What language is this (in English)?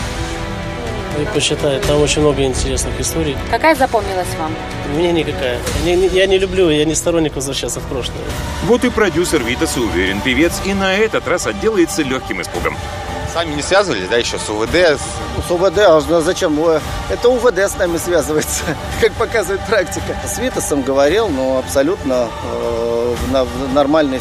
Russian